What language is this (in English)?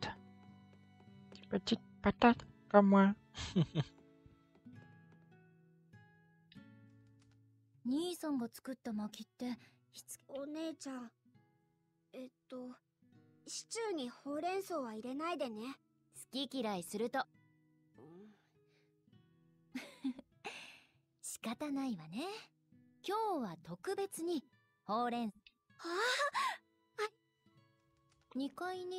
Japanese